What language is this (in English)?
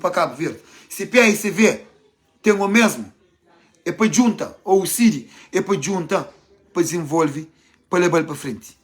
Kabuverdianu